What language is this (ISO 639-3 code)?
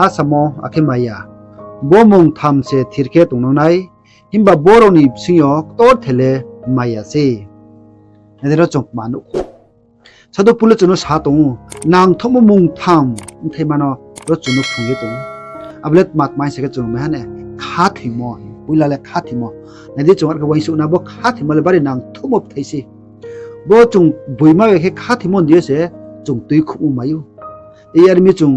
ria